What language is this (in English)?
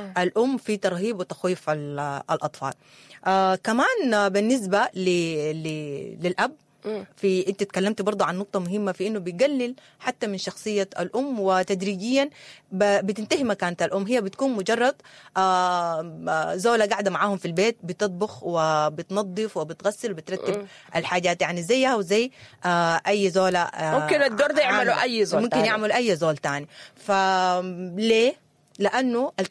Sudanese Arabic